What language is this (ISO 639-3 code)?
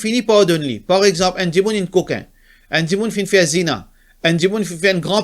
mfe